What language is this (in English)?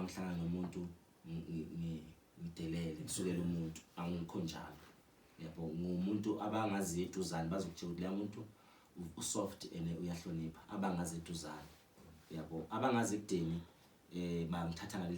Zulu